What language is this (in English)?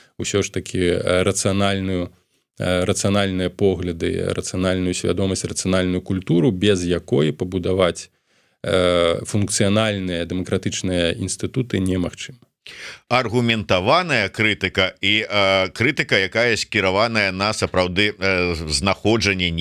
Belarusian